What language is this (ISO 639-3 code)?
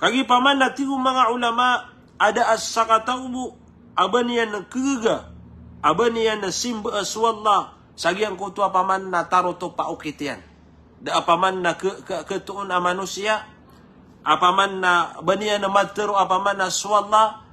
mrw